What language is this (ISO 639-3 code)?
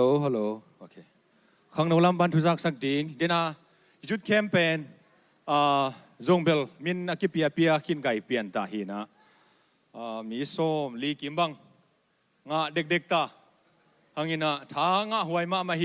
ctd